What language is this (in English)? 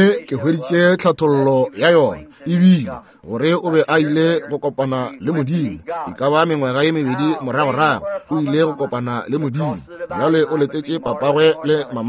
Northern Sotho